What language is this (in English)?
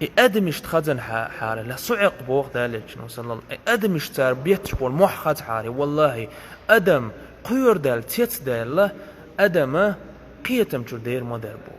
Chechen